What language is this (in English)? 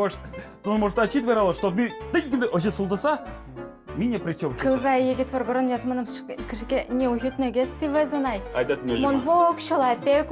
Udmurt